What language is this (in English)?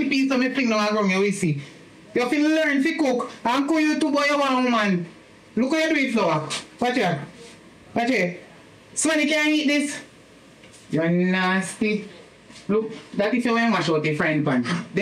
Jamaican Creole English